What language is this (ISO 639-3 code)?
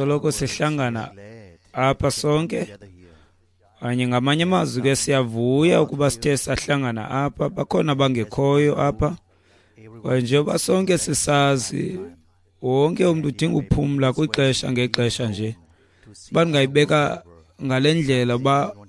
xho